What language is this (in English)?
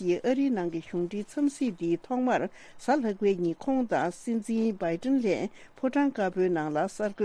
Tibetan